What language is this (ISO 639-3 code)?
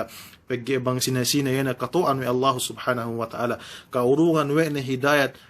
yka